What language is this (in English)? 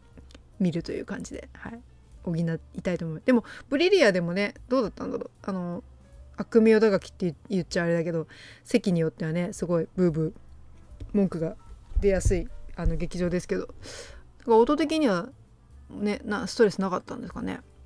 Japanese